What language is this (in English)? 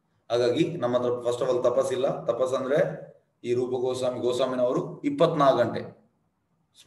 Kannada